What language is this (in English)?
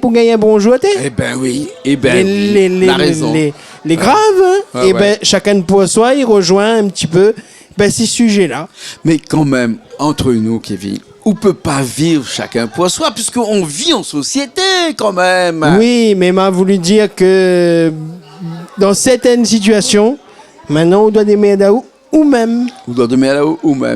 Réunion Creole French